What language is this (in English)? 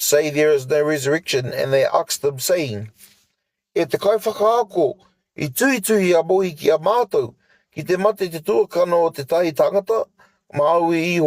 Māori